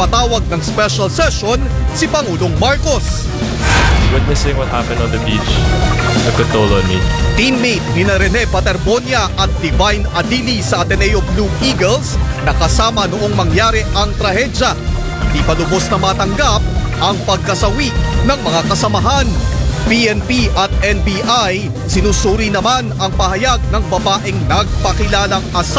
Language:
Filipino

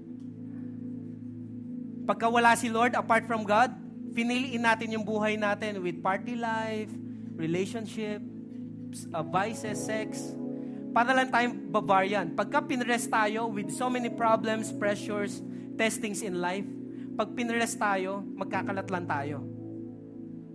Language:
Filipino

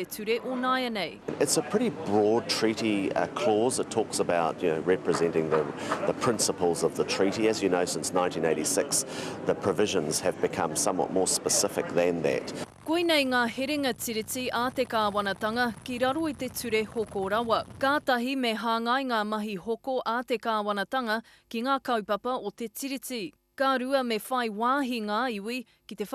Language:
Māori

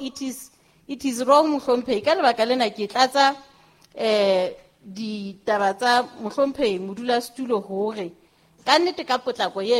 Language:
Southern Sotho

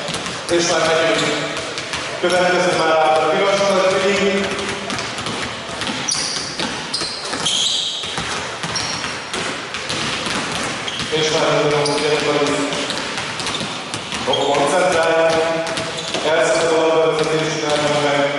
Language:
Hungarian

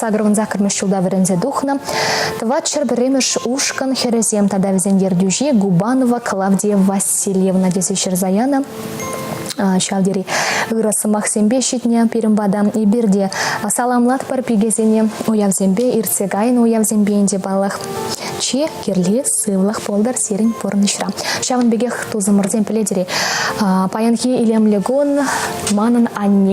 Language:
Chuvash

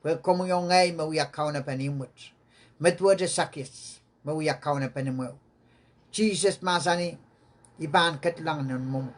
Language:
Pohnpeian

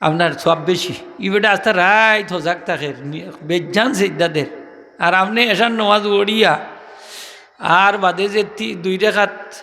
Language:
Sylheti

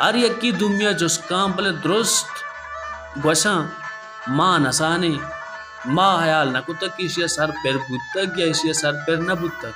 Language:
Baluchi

